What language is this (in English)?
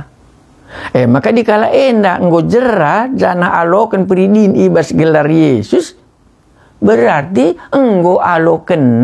Batak Karo